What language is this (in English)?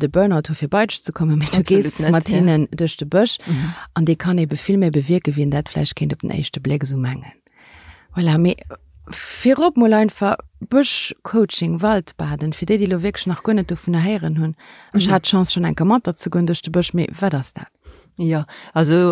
Luxembourgish